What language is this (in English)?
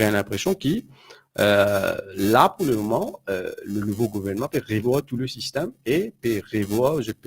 Morisyen